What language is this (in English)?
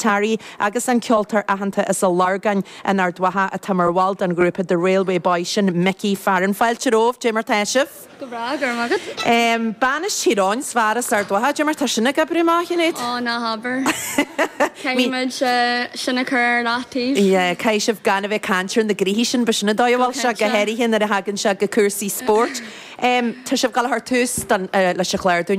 Irish